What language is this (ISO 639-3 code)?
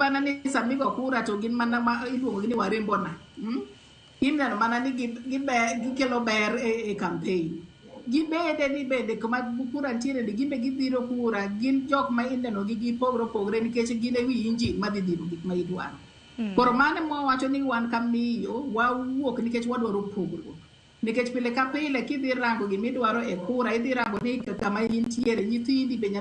luo